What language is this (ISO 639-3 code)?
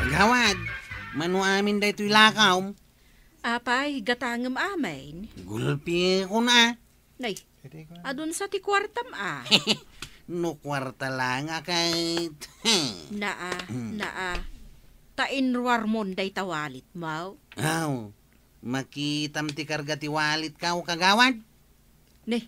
ilo